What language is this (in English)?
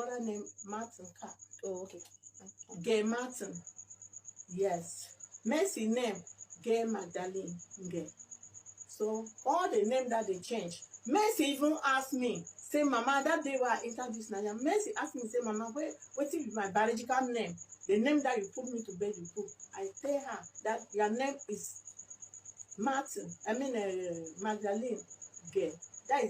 Nigerian Pidgin